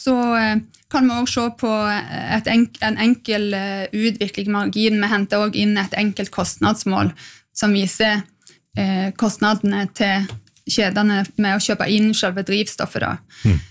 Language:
Norwegian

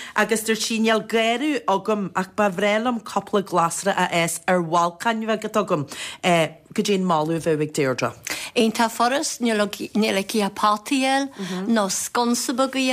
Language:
Irish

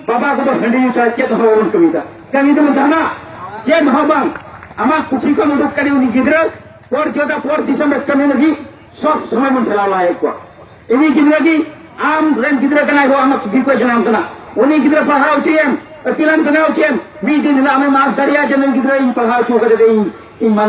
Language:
Santali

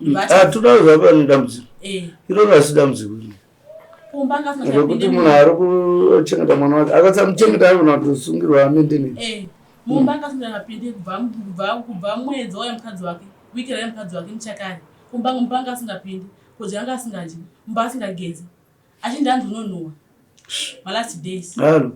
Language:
Shona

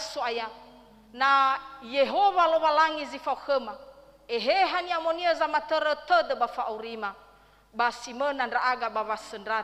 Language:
Nias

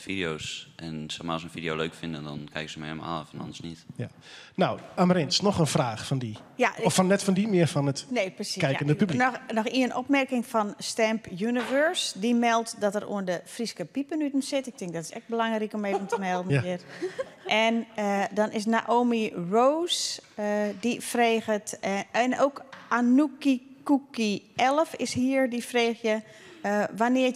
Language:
Western Frisian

